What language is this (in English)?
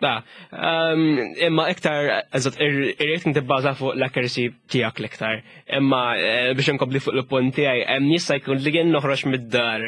Maltese